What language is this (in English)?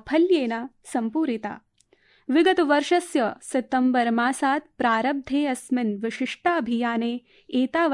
Sanskrit